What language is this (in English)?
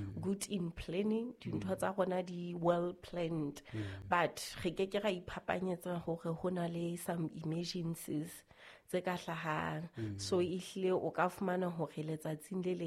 Southern Sotho